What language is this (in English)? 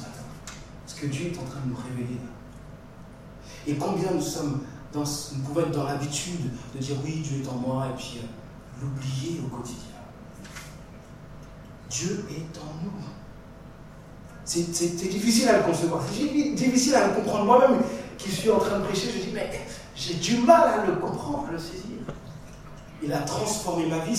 French